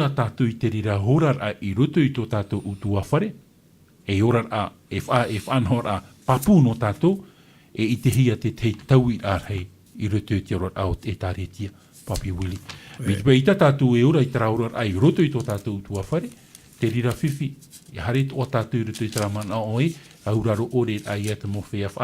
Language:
Tahitian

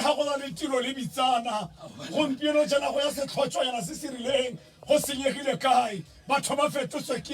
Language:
Tswana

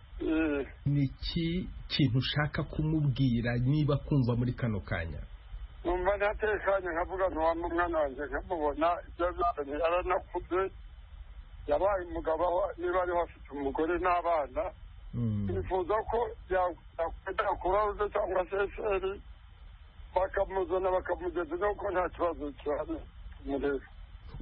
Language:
Kinyarwanda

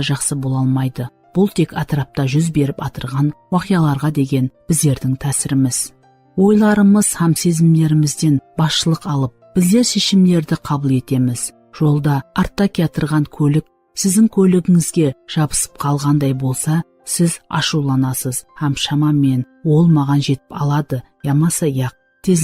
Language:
Kara-Kalpak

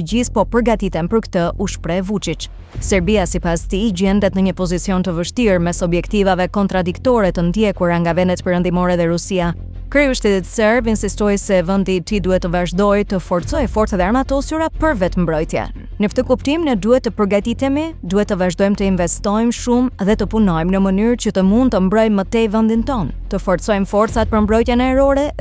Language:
Albanian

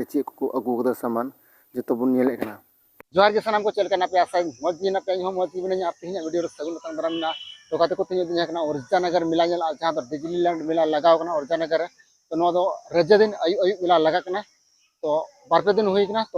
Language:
Santali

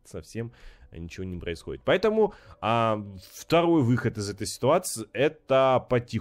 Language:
Russian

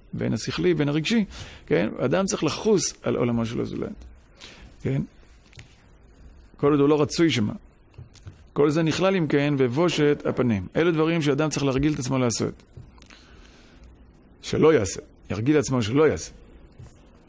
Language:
Hebrew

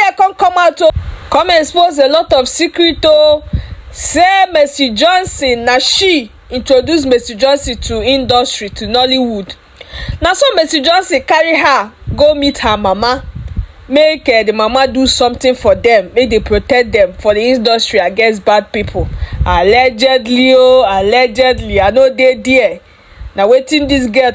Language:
Nigerian Pidgin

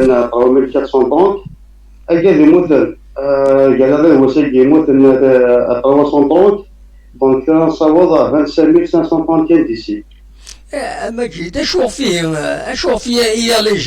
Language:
Kabyle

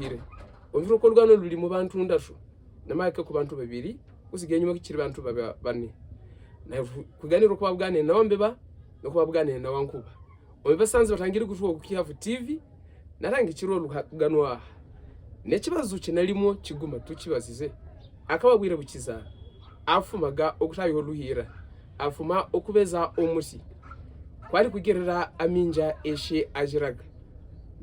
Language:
Havu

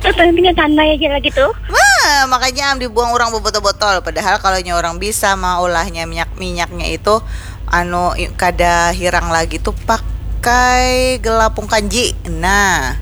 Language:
Banjar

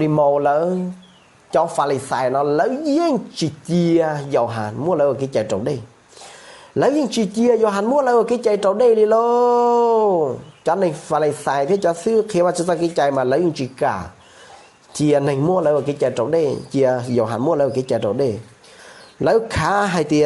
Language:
Hmong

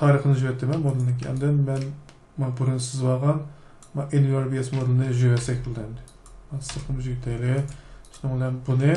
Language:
Uyghur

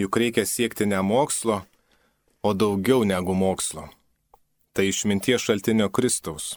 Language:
Lithuanian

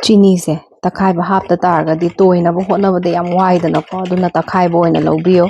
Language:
Manipuri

